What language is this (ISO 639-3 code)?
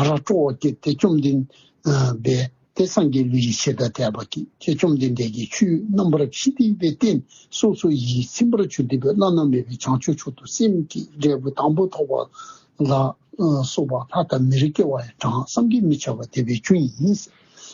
dzo